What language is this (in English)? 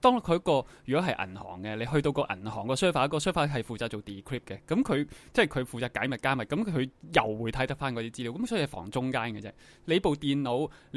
Cantonese